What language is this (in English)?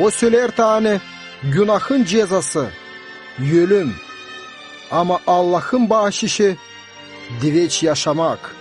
Gagauz